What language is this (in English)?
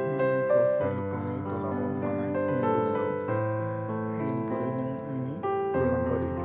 Kok Borok